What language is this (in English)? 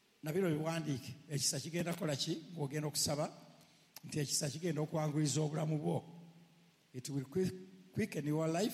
Ganda